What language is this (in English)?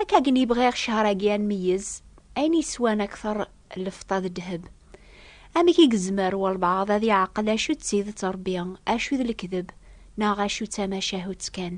Kabyle